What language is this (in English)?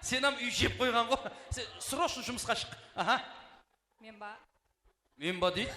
Kara-Kalpak